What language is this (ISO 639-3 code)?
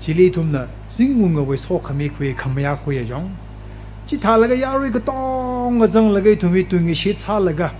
nmf